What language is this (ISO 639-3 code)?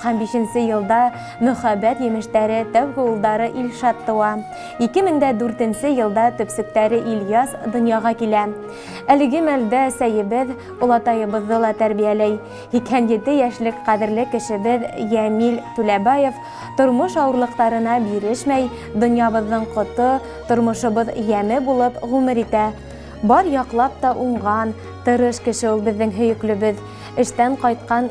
bak